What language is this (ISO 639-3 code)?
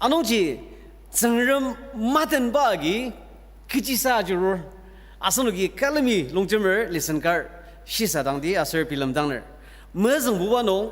njo